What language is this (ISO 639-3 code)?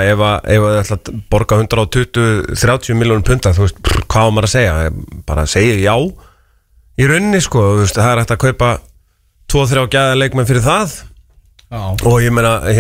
isl